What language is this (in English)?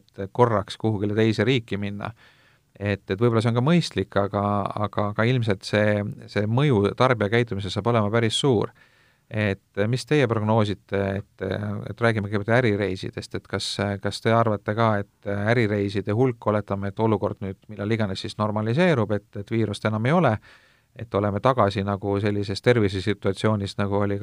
Estonian